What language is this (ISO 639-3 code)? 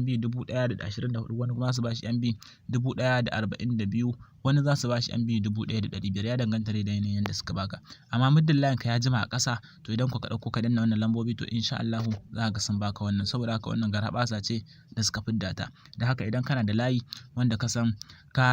hau